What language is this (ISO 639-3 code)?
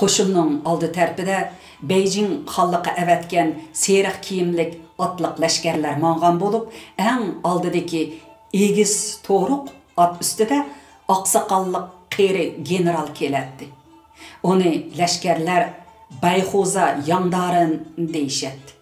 uig